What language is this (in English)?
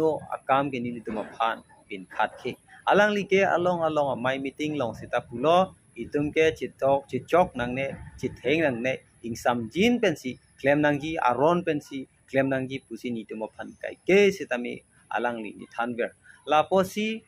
Karbi